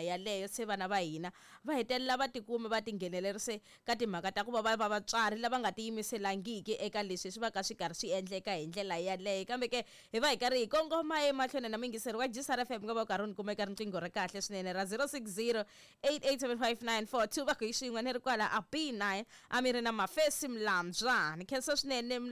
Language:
Tsonga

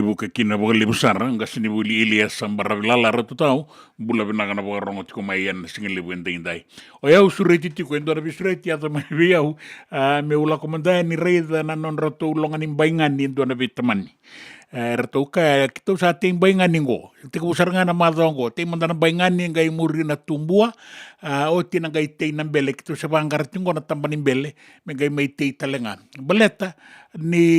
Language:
Fijian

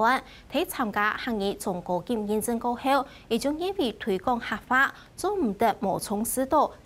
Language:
Hakka Chinese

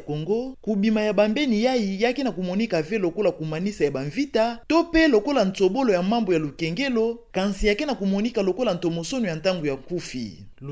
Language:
Kituba (Democratic Republic of Congo)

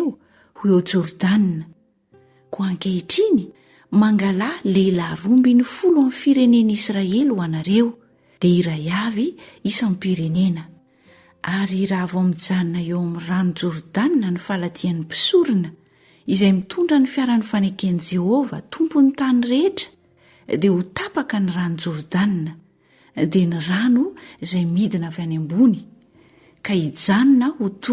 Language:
Malagasy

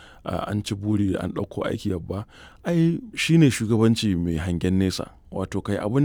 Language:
Hausa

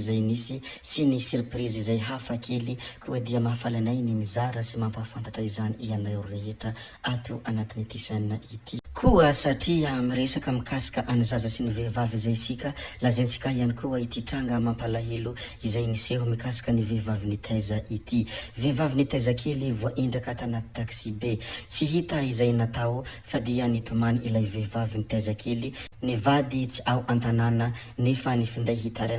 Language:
Malagasy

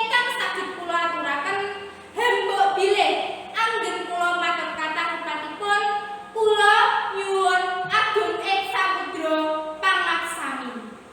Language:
Javanese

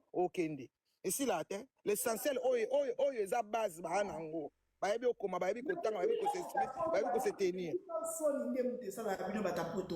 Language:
Lingala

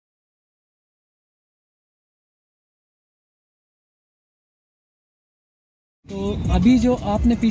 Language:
Hindi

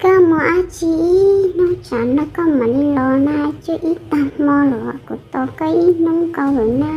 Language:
Hmong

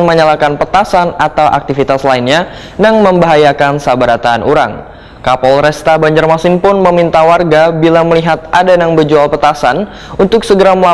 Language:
Banjar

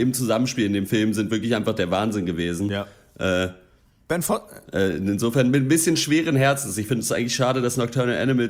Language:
German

